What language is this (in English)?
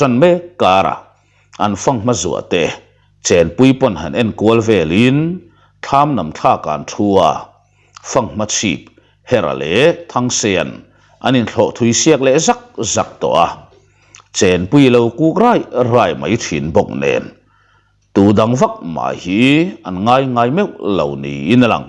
Mizo